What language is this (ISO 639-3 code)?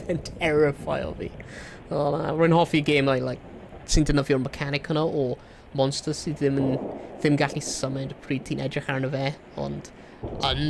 cym